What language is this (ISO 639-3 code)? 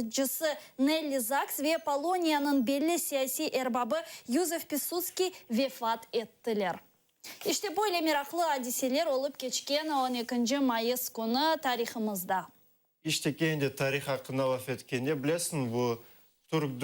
crh